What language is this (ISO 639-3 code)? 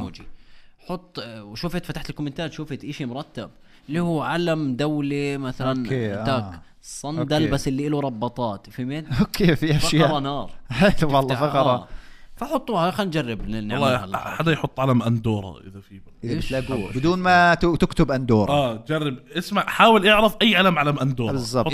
apc